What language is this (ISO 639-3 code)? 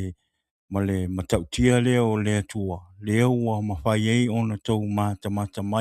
smo